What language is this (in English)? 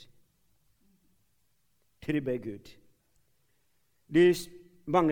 Norwegian